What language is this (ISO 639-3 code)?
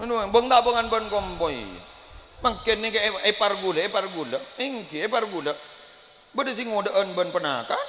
mad